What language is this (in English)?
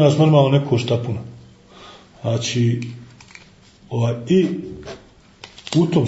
Bosnian